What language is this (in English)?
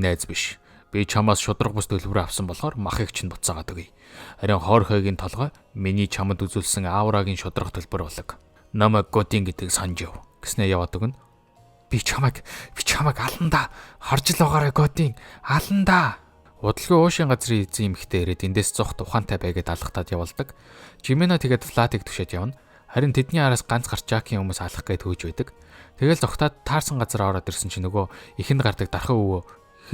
Mongolian